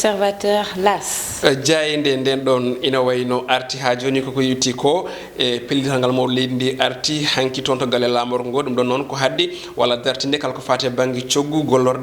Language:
Fula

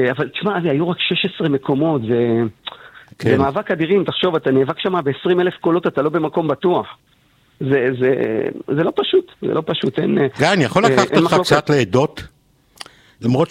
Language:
Hebrew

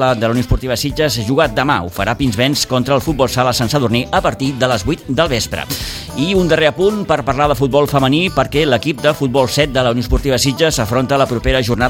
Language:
Catalan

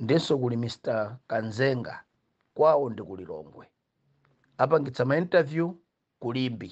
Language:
Nyanja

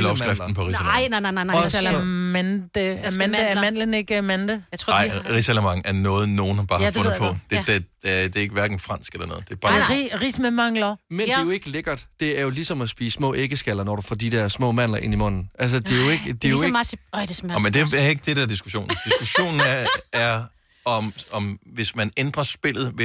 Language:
Danish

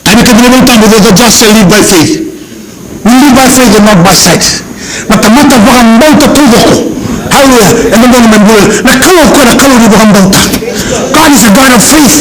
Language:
Fijian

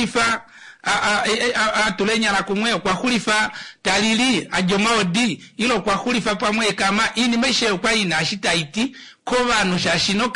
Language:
Kuanyama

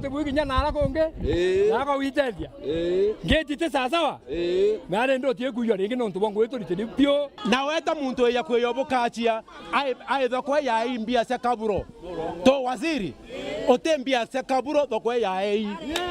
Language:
Meru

